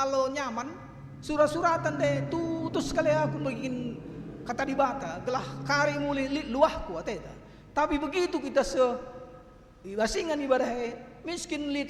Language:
Batak Karo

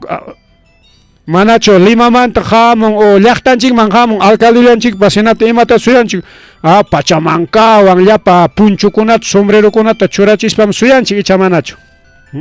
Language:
Ayacucho Quechua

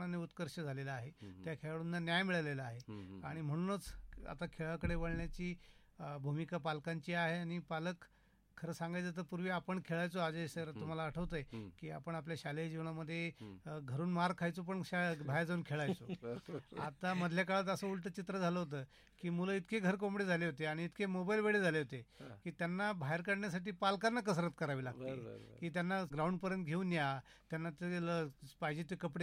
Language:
Marathi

